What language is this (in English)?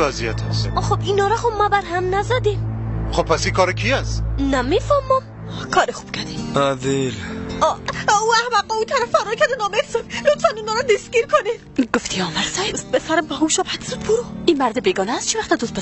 Persian